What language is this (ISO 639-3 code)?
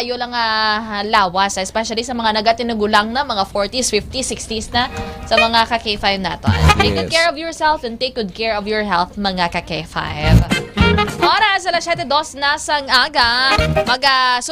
hil